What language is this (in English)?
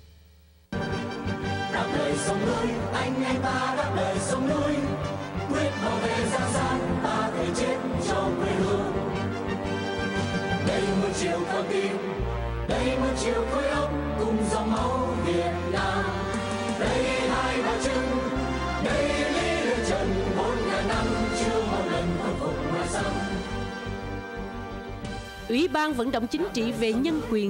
Vietnamese